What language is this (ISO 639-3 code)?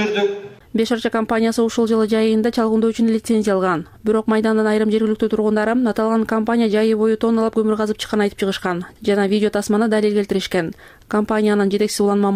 kir